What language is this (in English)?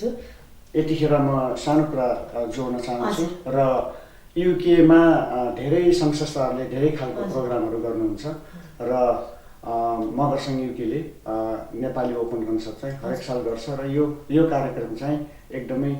Nepali